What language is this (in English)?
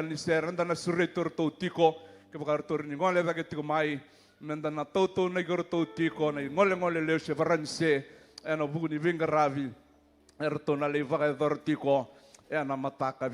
Fijian